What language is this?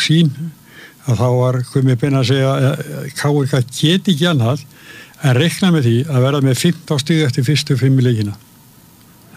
Icelandic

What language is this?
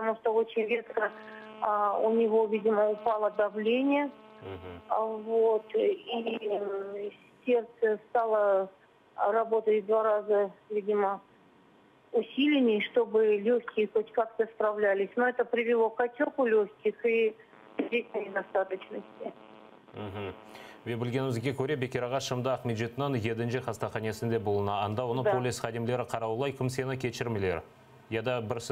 Crimean Tatar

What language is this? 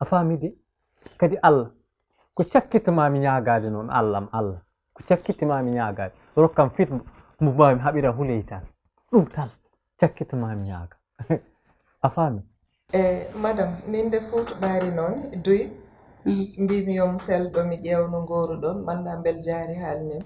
Fula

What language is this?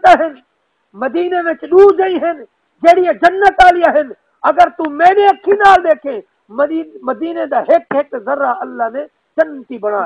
Saraiki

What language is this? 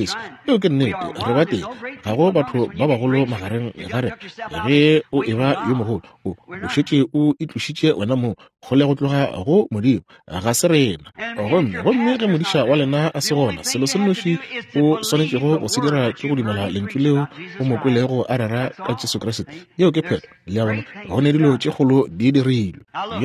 Northern Sotho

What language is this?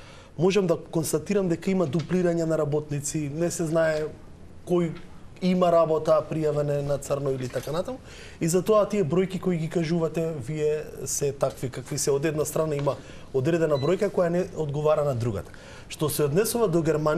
Macedonian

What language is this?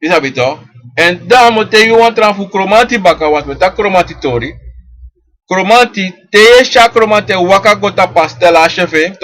Sranan Tongo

